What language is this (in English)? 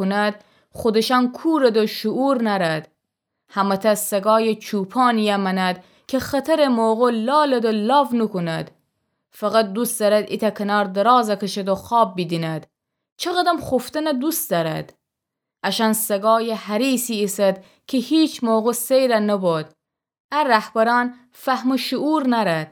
Gilaki